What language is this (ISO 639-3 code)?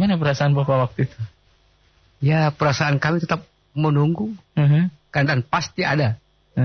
ind